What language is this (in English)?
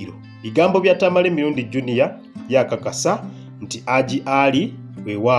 Ganda